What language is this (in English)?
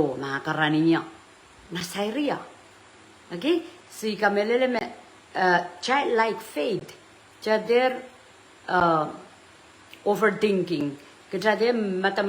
Pohnpeian